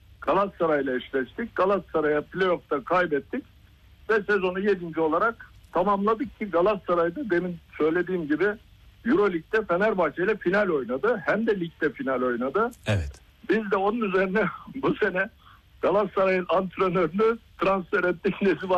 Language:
Turkish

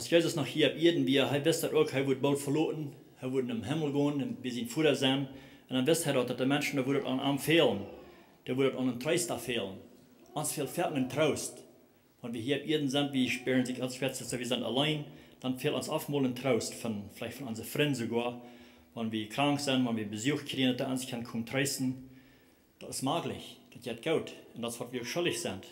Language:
Plautdietsch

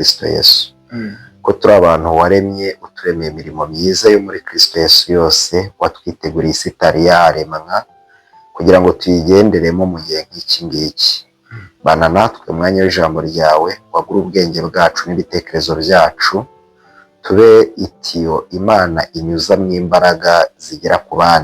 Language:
Kinyarwanda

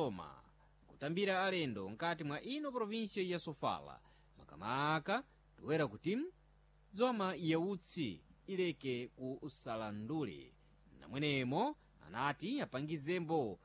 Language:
Sena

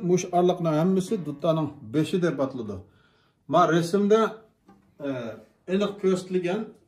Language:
Uyghur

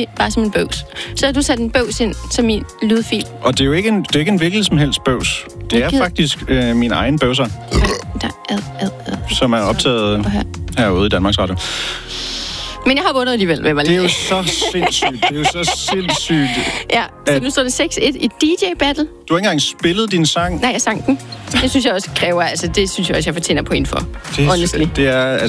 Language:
Danish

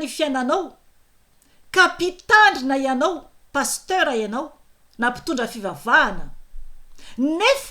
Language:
Malagasy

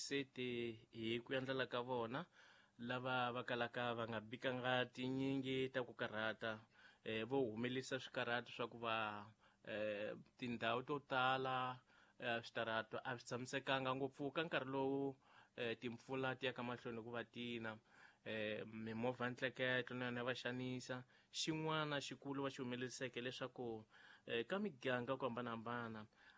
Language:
Tsonga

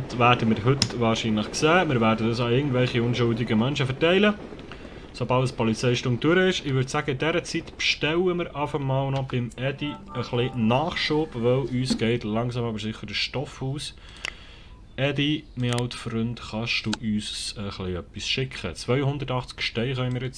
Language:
Swiss German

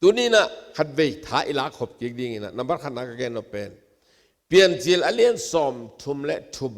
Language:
Tedim Chin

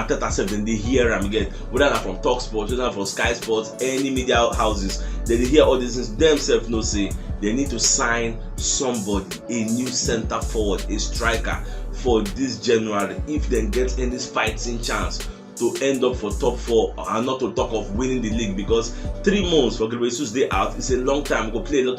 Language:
Nigerian Pidgin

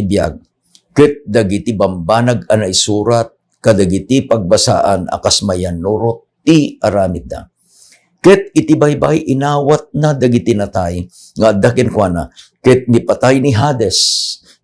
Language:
Iloko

